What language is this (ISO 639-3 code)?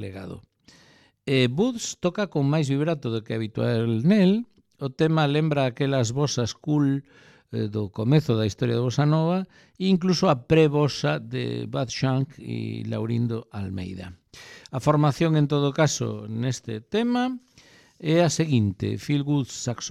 glg